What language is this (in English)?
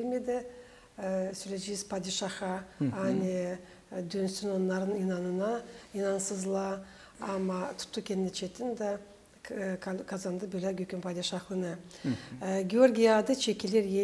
Gagauz